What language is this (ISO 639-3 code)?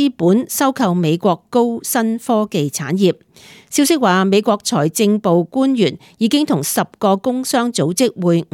yue